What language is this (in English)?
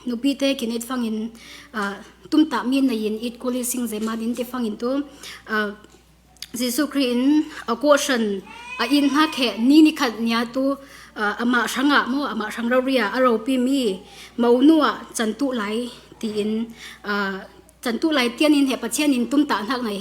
Falam Chin